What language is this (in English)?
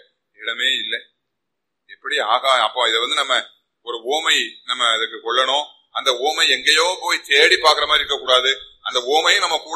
Tamil